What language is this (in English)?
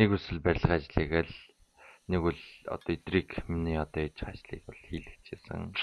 Mongolian